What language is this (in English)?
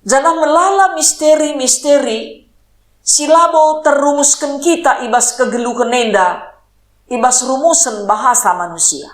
Batak Karo